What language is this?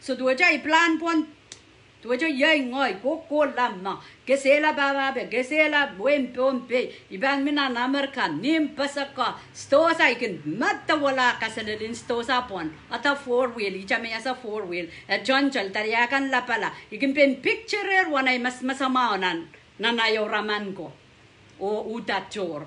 Pohnpeian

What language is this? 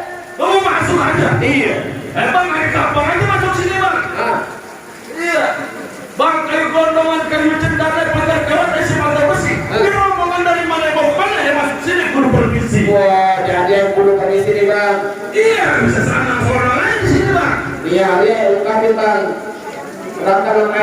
Betawi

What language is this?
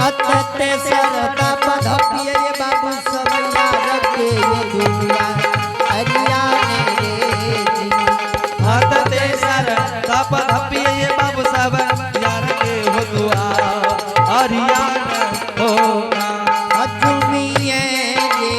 Angika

